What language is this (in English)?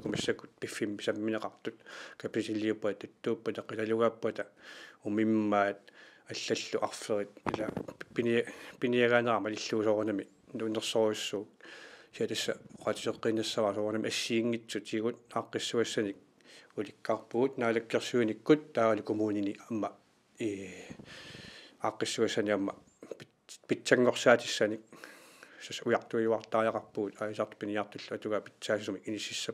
Kalaallisut